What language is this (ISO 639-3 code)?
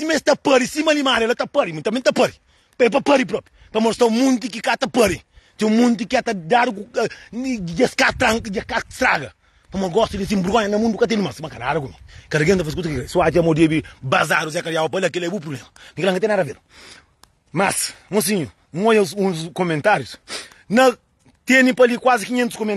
kea